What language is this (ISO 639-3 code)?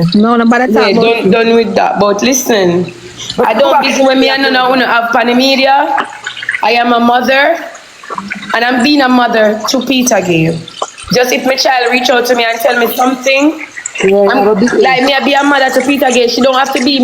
jam